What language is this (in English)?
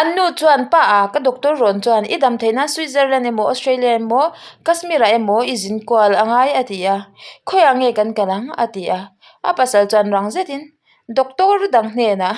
Mizo